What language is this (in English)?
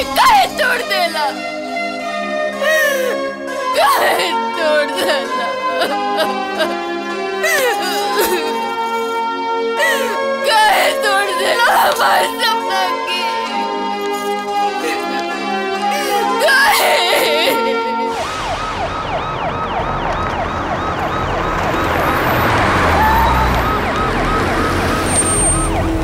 Bhojpuri